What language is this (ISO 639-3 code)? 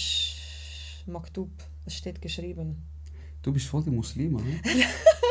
gsw